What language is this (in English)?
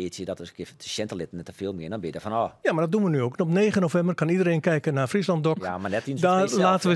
Western Frisian